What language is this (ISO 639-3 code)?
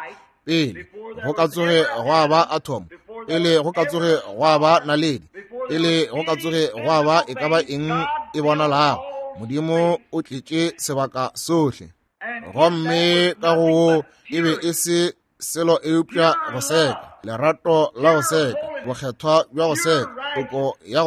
nso